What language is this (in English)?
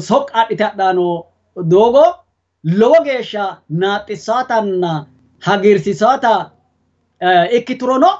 Sidamo